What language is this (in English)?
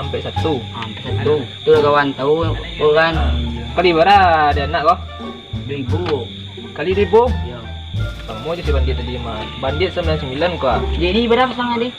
Minangkabau